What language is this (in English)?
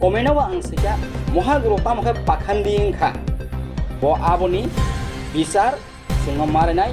Kok Borok